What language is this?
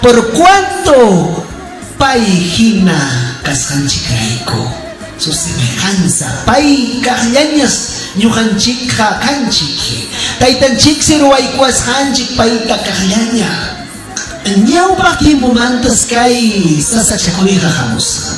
Ayacucho Quechua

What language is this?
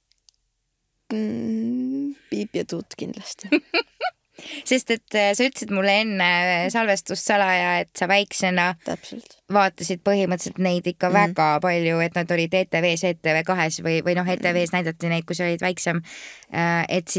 Estonian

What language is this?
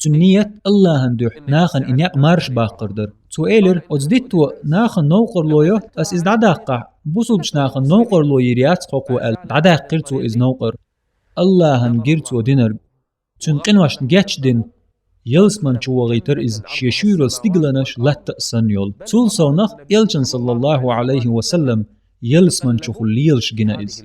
Chechen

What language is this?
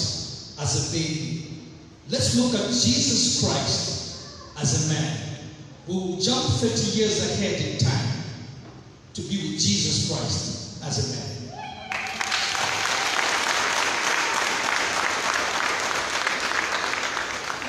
English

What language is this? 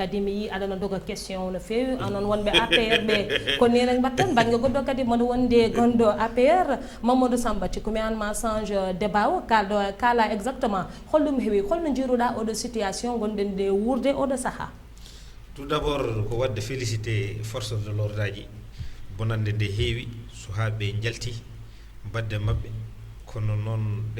Fula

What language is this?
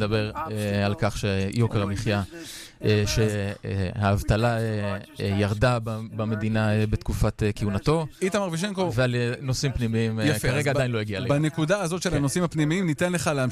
Hebrew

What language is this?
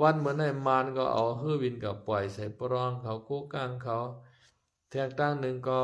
Shan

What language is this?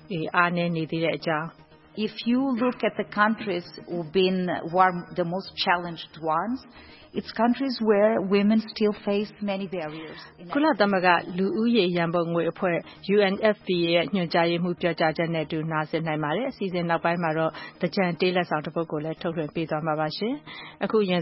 Burmese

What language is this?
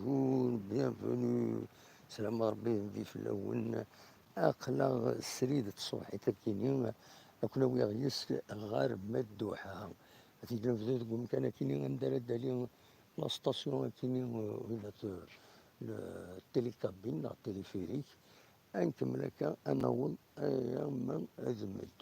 Kabyle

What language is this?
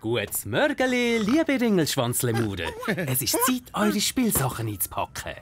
Swiss German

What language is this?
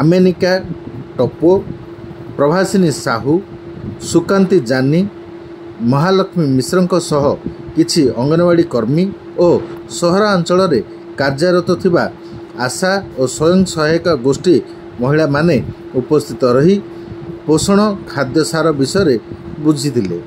Odia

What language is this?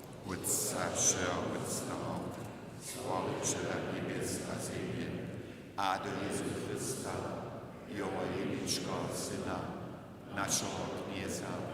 Upper Sorbian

